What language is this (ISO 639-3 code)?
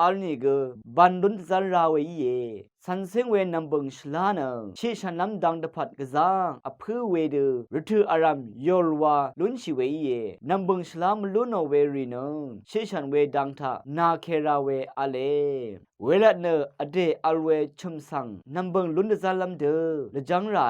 raw